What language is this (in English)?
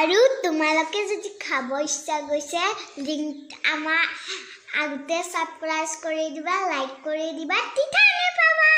Assamese